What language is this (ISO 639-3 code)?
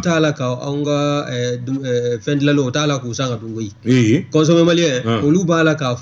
bam